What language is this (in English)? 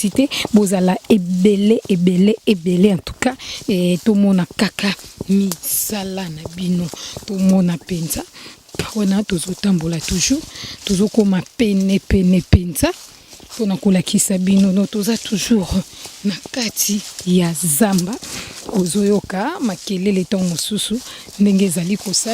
Lingala